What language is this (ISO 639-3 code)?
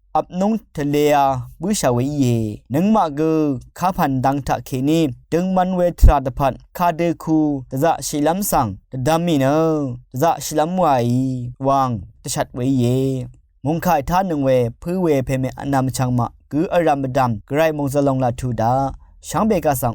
raw